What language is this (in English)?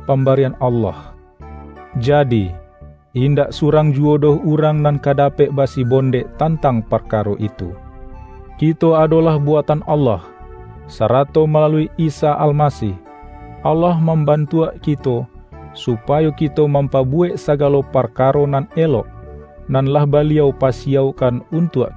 Minangkabau